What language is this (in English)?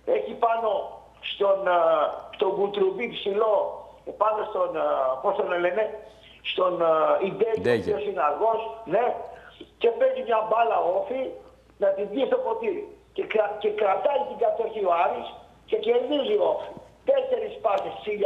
Greek